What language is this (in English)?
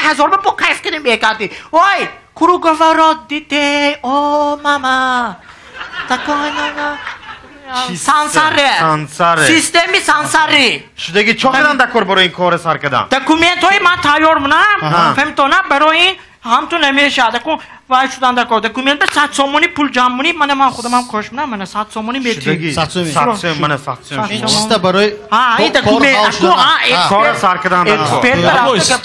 Tajik